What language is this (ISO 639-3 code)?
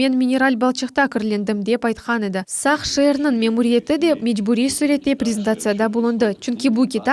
crh